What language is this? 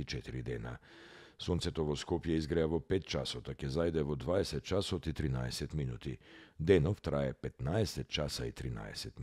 Macedonian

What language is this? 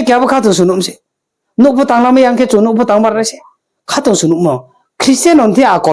Riang (India)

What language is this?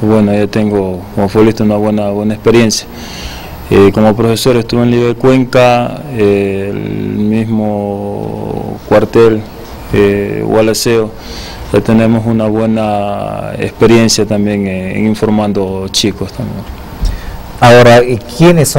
Spanish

